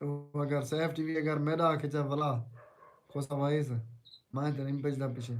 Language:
Saraiki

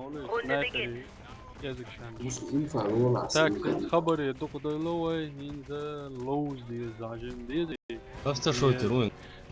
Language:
Chechen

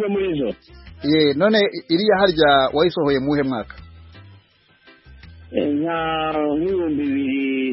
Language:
Kinyarwanda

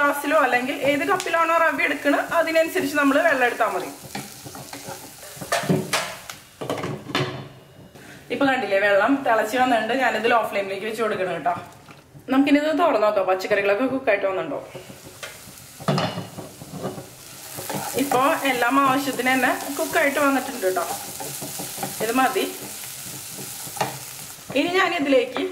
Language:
Malayalam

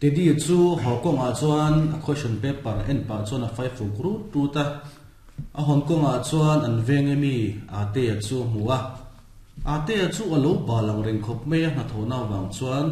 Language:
Mizo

